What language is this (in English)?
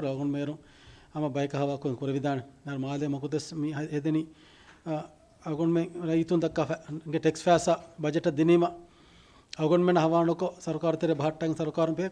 Divehi